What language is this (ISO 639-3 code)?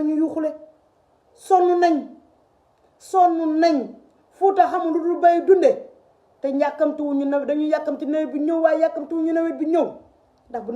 wol